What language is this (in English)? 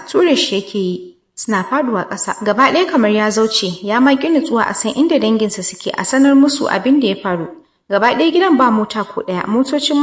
Hausa